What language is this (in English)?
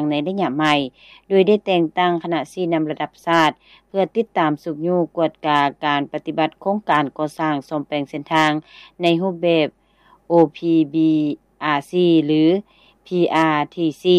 Lao